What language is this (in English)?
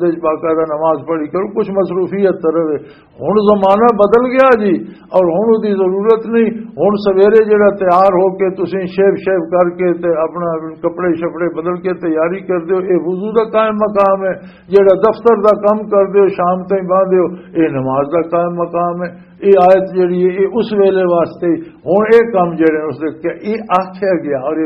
Western Panjabi